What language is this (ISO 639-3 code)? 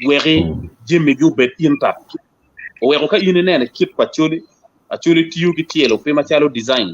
ach